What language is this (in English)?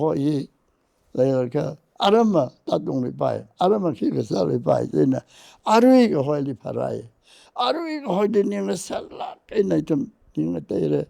Tangkhul Naga (India)